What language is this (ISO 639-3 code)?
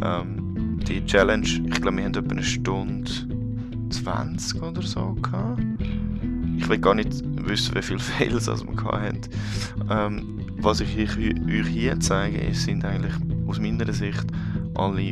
gsw